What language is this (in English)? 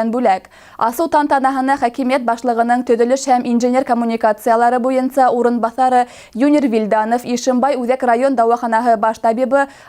Bashkir